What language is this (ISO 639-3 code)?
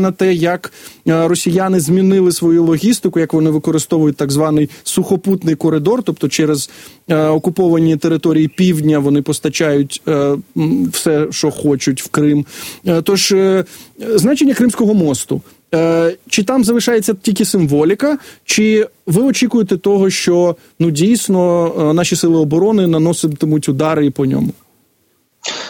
ukr